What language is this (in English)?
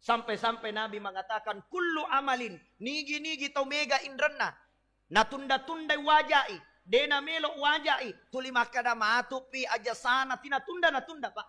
Buginese